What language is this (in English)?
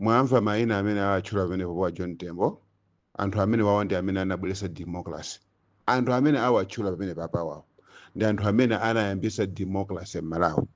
Nyanja